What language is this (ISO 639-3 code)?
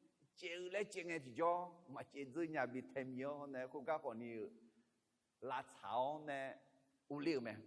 ahk